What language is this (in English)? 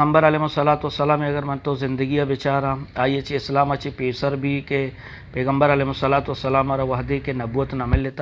Eastern Balochi